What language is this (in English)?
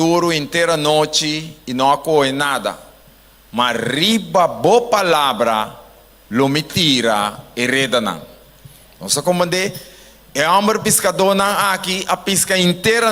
Papiamento